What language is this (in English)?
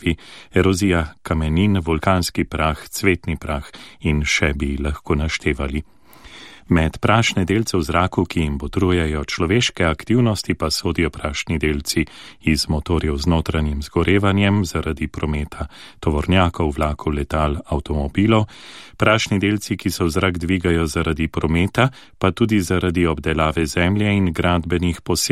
Slovenian